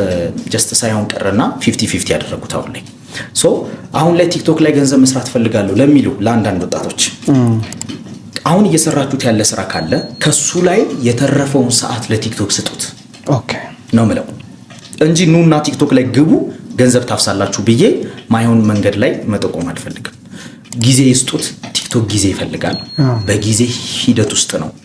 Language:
Amharic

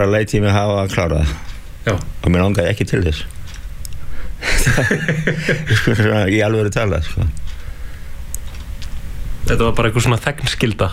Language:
Icelandic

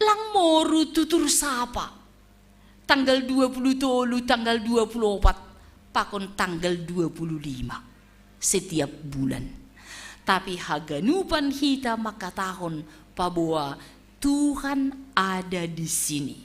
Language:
Batak Simalungun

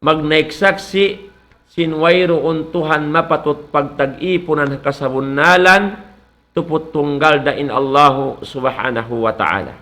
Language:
Tausug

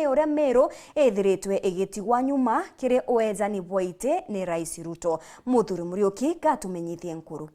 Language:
Meru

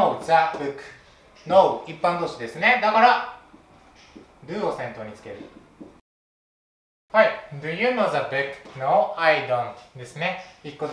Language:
Japanese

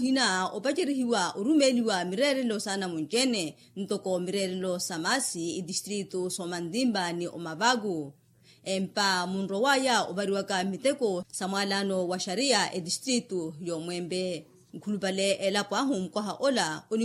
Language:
Makhuwa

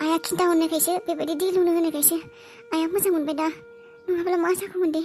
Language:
Bodo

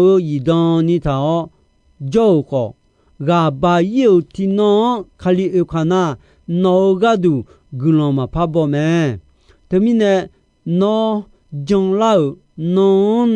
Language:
Akha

